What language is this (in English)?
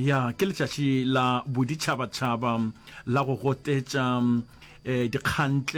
Northern Sotho